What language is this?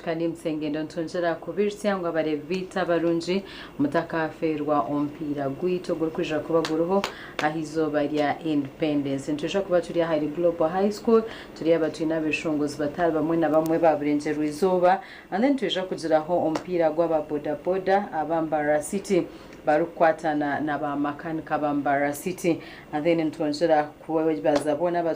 Nyankole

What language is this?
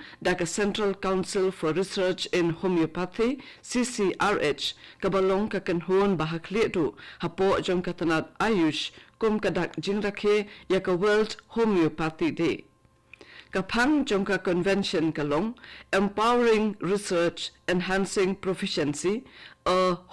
Khasi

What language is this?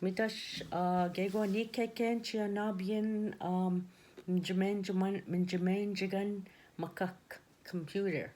Ojibwa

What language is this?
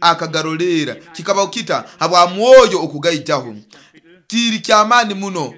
Nyoro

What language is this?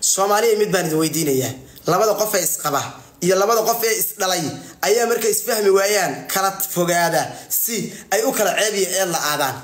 Somali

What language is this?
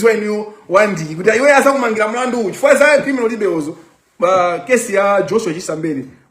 Nyanja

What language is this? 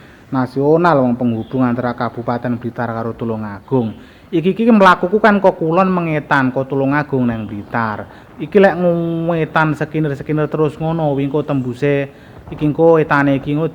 Javanese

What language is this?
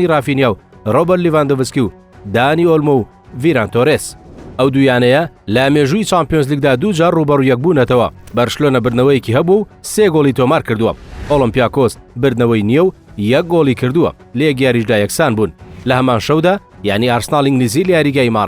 Central Kurdish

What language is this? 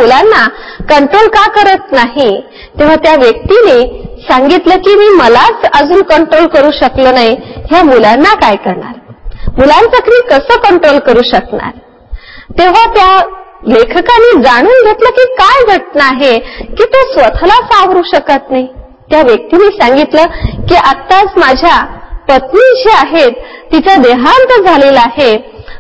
Marathi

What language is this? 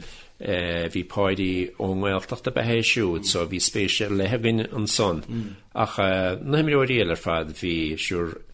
Irish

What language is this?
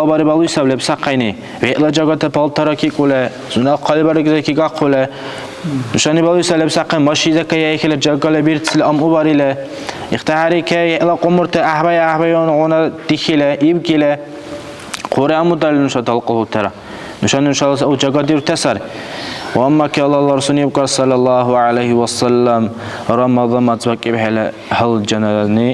Dargwa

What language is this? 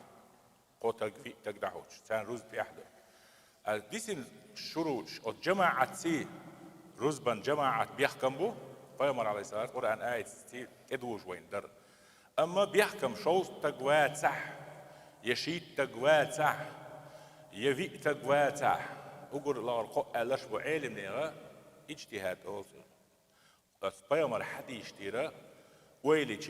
Chechen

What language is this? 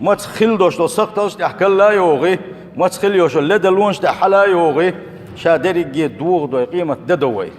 Chechen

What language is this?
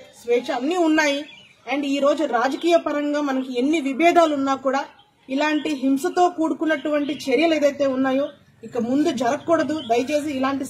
Telugu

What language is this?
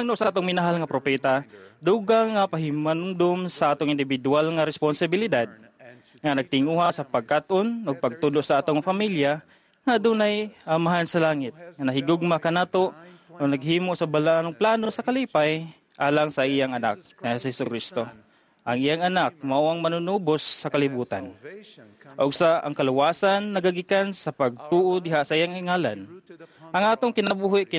Cebuano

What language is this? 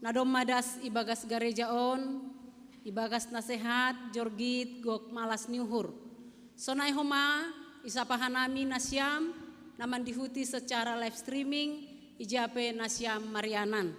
Batak Simalungun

